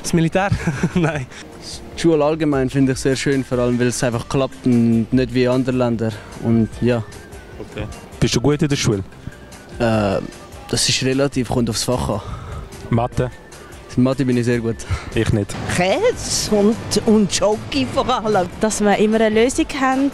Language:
Swiss German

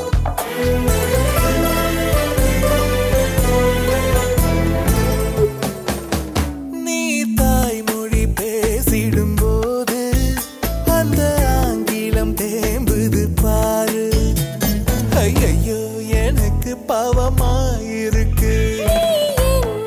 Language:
Tamil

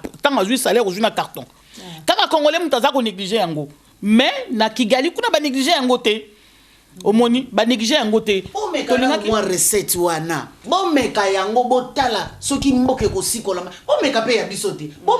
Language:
Lingala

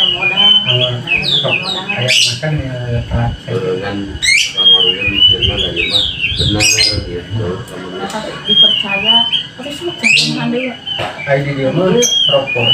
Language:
Sundanese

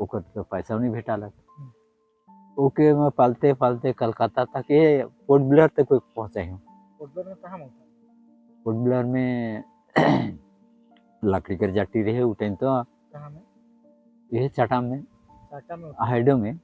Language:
Sadri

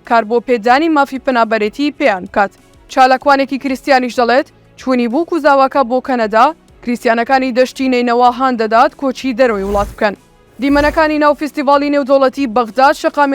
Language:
Central Kurdish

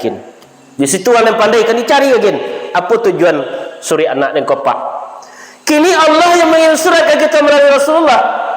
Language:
Minangkabau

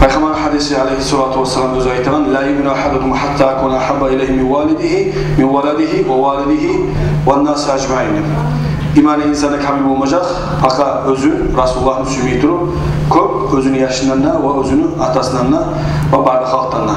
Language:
Kumyk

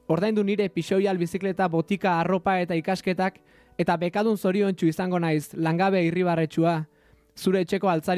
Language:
Basque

